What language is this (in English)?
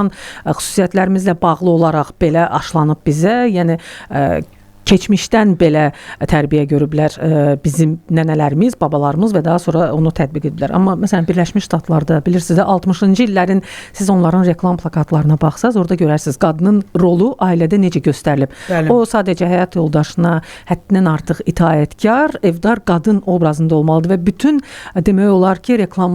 Azerbaijani